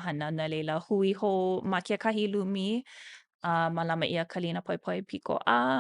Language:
Hawaiian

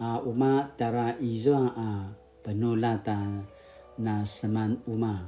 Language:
Paiwan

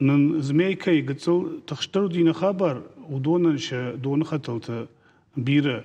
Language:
Ossetic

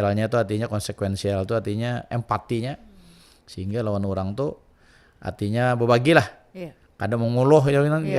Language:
Banjar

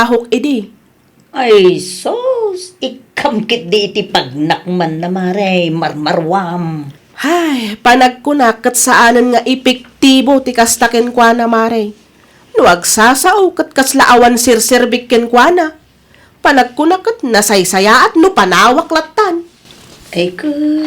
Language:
Iloko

